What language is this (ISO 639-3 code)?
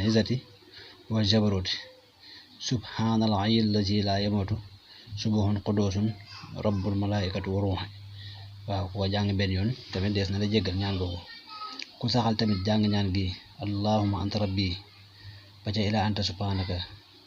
wol